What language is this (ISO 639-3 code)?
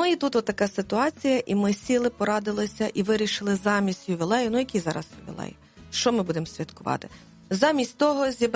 ukr